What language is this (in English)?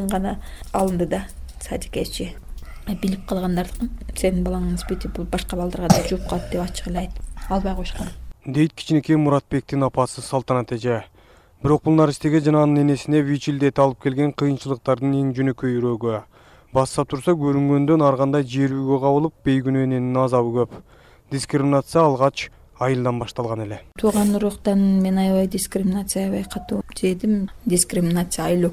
Kyrgyz